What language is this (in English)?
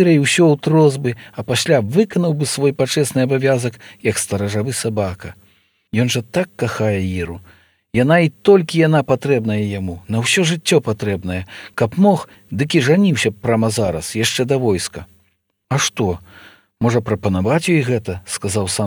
Belarusian